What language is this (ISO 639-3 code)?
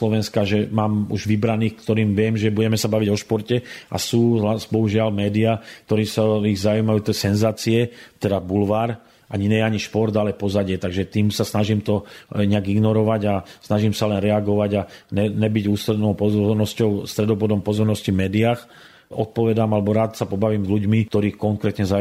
slk